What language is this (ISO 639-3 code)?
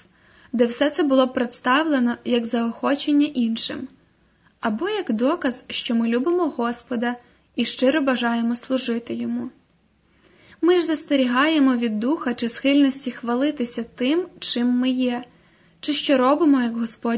ukr